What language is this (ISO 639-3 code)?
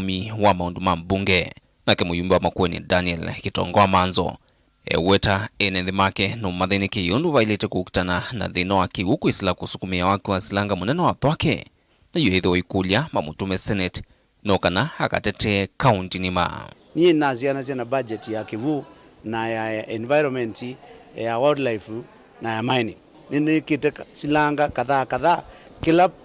kam